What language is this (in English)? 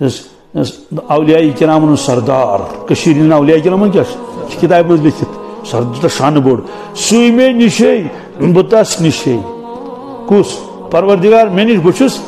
Kashmiri